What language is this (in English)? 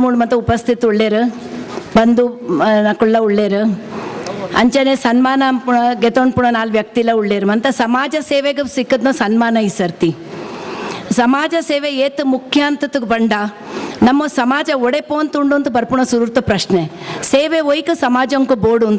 Tulu